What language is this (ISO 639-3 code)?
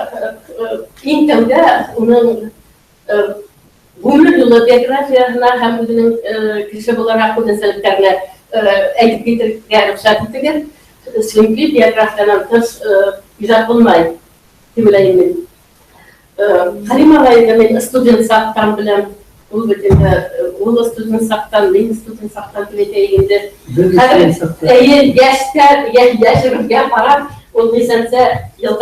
bak